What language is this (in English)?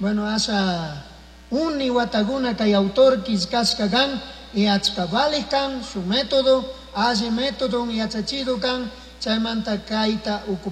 Chimborazo Highland Quichua